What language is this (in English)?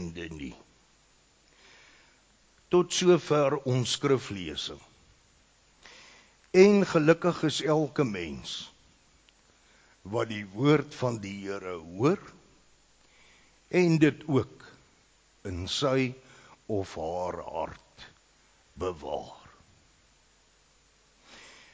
Afrikaans